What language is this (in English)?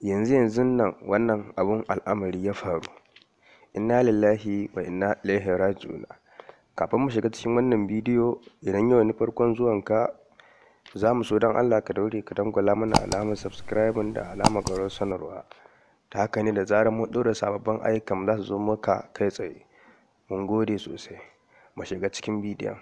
Hausa